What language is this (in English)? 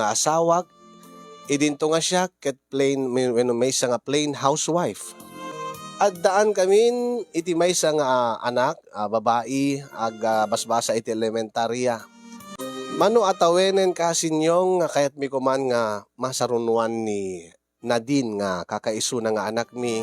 Iloko